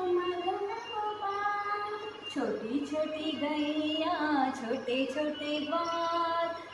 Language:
Hindi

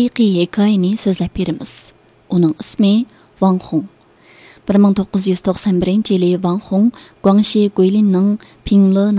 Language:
Uyghur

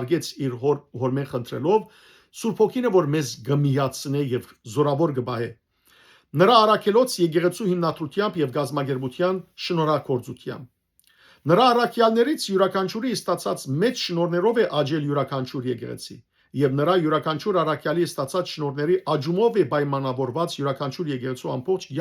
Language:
Western Armenian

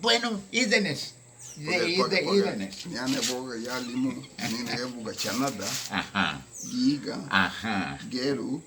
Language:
Garifuna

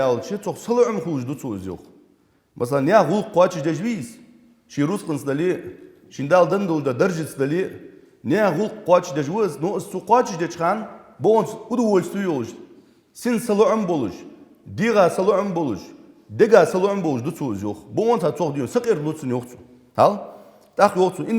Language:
Ingush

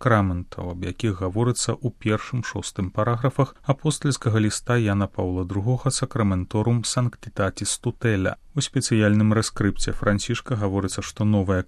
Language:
Belarusian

